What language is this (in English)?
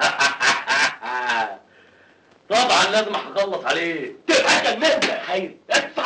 Egyptian Arabic